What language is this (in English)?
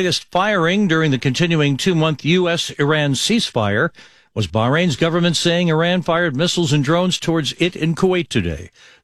English